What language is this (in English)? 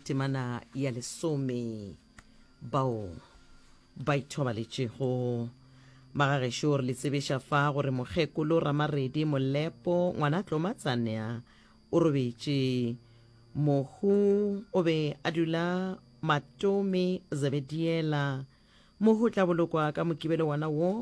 Northern Sotho